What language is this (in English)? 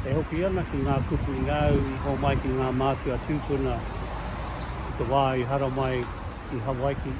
Māori